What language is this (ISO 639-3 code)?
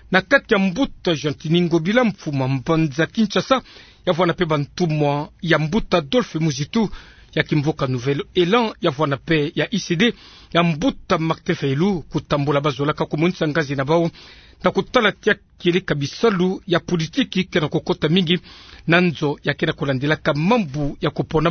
ktu